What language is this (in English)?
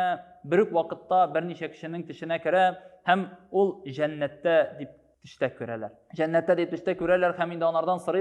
Tatar